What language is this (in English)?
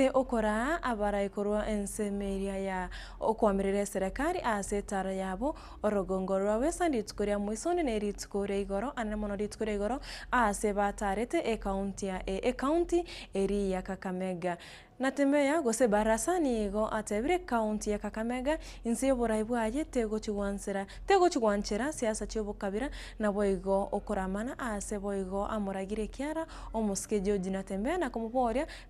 Gusii